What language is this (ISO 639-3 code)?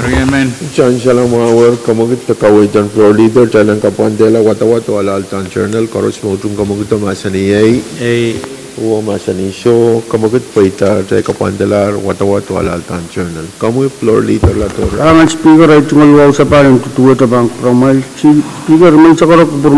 pon